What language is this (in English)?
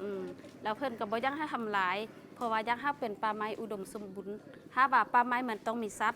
Lao